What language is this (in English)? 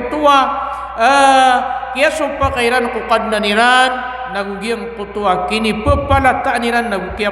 Maranao